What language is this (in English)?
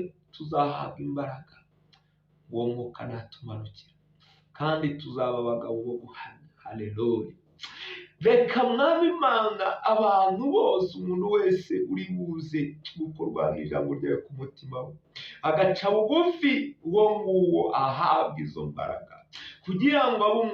Kinyarwanda